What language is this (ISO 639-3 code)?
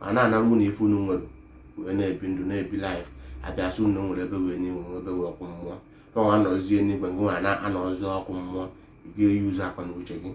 ibo